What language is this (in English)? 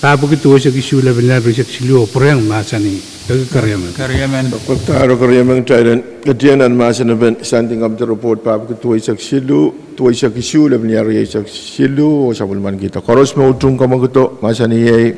Pohnpeian